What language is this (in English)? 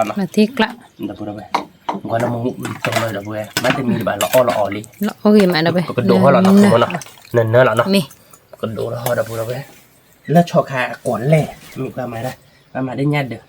S'gaw Karen